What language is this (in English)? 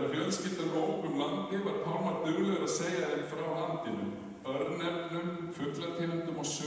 Icelandic